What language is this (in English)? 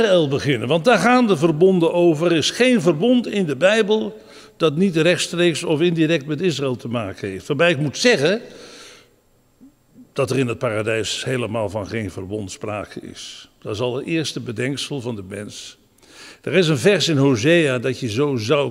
Dutch